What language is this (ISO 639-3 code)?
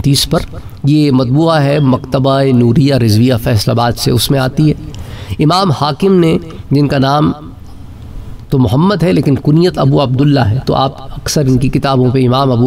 urd